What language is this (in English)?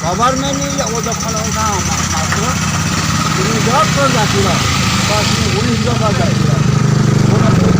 Riang (India)